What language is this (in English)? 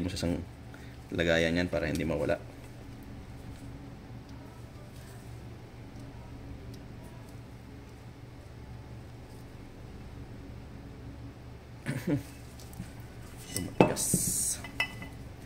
Filipino